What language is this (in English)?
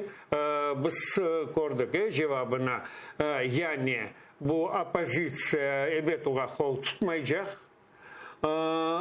Crimean Tatar